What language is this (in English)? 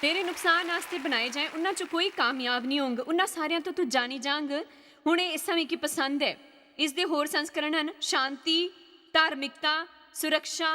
Dogri